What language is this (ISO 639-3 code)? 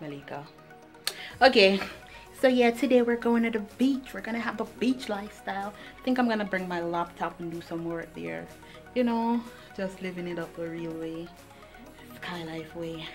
jam